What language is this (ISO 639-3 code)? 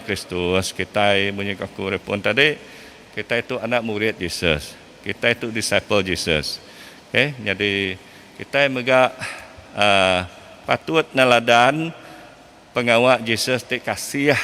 iba